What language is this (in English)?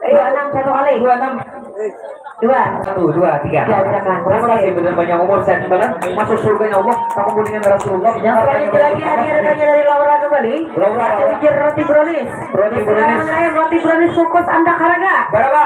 Banjar